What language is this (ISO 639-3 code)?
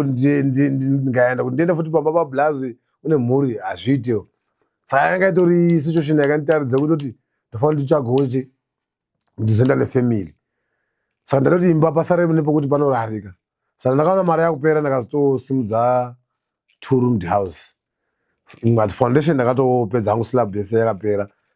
sna